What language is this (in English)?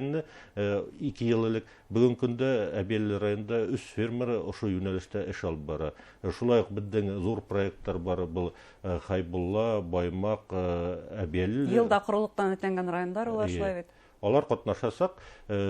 Bashkir